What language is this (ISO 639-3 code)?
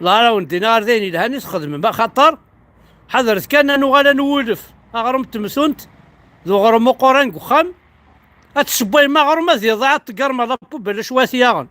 kab